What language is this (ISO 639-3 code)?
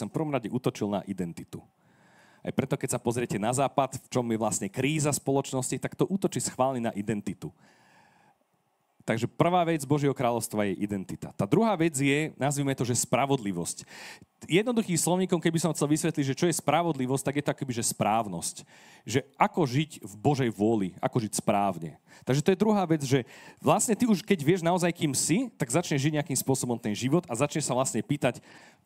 slk